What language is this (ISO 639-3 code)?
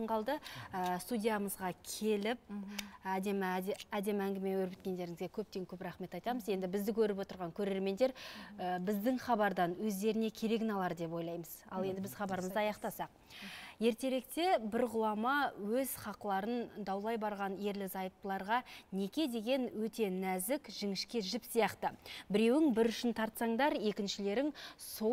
kaz